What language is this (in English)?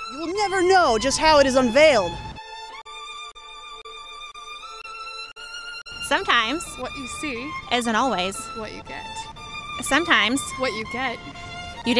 English